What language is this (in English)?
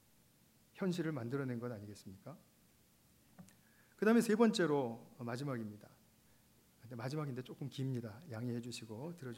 Korean